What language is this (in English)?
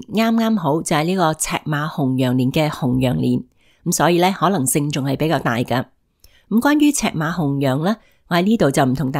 Cantonese